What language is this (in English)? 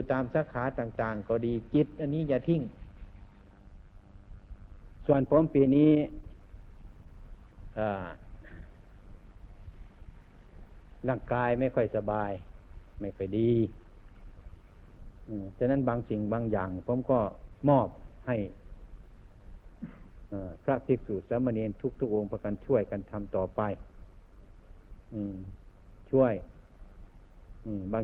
Thai